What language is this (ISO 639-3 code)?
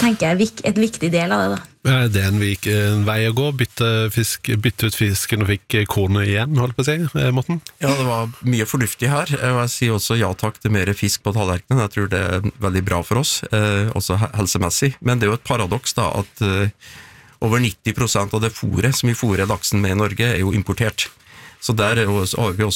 nor